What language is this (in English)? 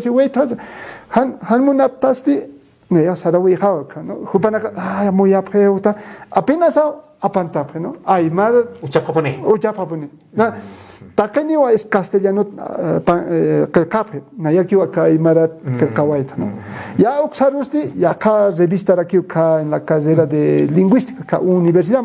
Aymara